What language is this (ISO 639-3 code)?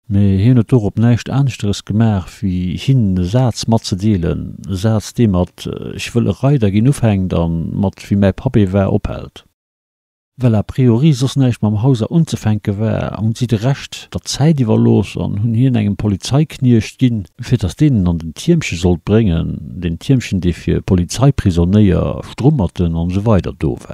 ltz